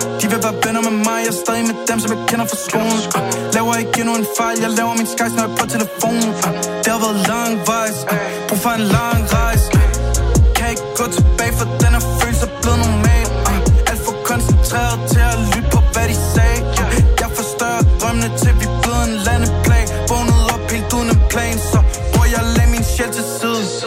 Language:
Danish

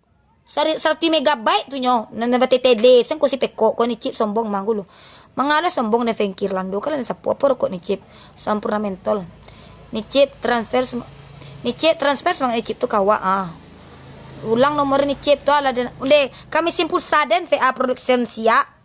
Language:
Minangkabau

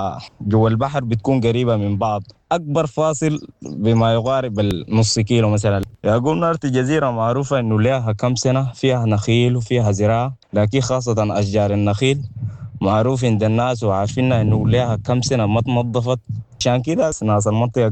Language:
Sudanese Arabic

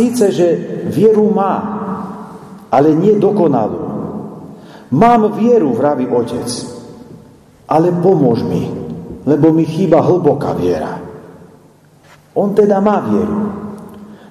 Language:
Slovak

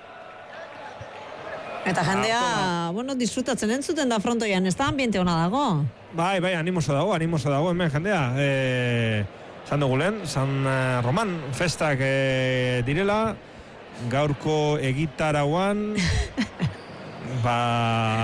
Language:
Basque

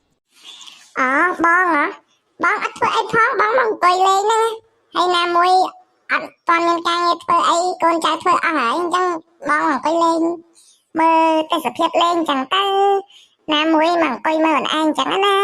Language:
Khmer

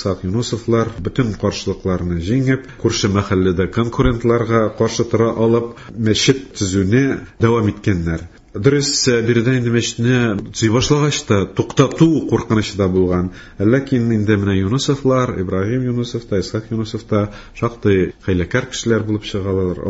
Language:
Tatar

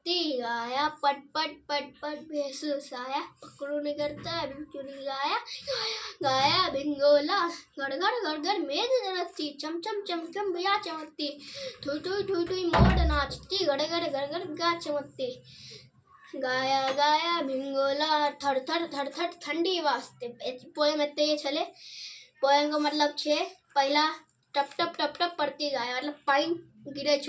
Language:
Maithili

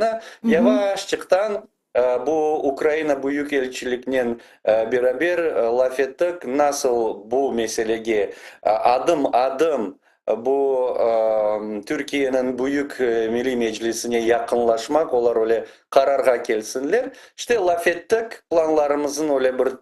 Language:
Crimean Tatar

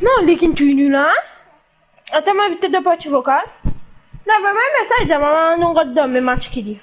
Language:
Morisyen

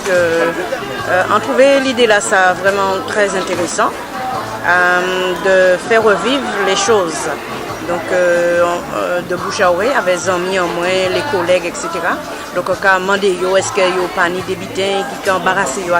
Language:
Guadeloupean Creole French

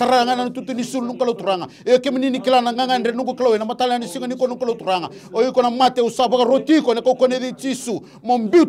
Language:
Fijian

